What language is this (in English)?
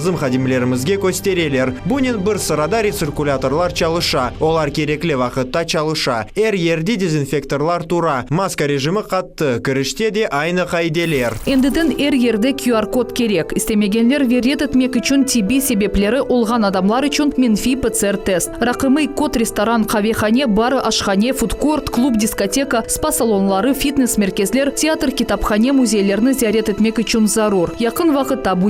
Crimean Tatar